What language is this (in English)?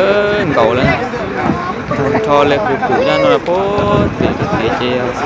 Hmong